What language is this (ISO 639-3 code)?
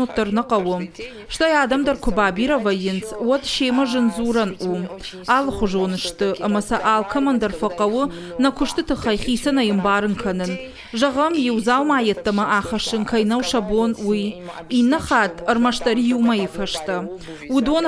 oss